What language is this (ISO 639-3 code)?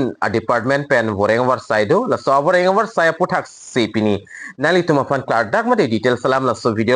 mjw